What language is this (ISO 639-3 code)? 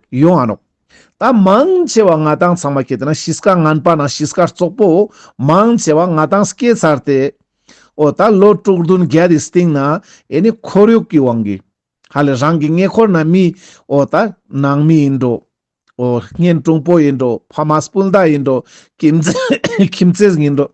lbj